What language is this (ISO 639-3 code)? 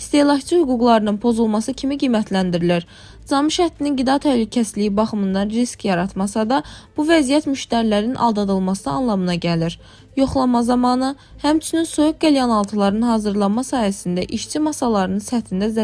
aze